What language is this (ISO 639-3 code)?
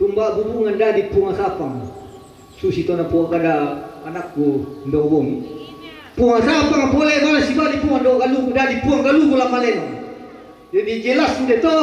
sda